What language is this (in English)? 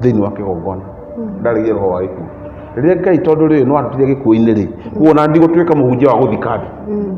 Kikuyu